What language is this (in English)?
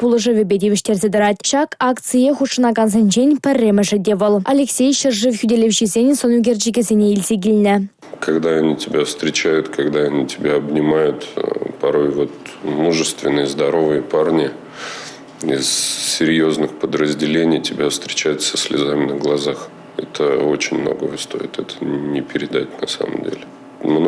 Chuvash